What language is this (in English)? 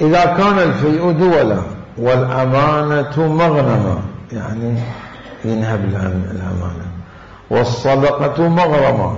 Mesopotamian Arabic